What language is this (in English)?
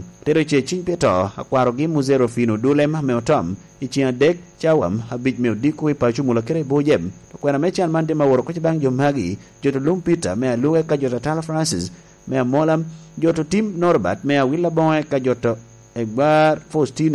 Lango (Uganda)